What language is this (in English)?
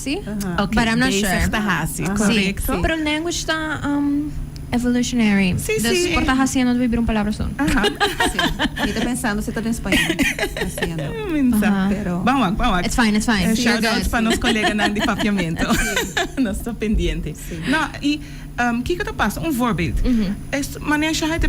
Papiamento